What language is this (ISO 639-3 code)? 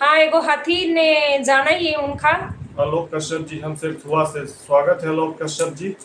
mag